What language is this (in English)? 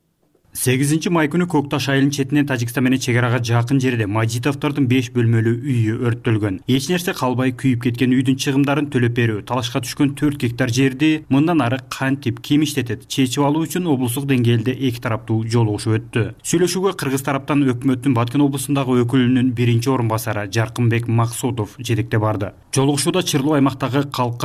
Kyrgyz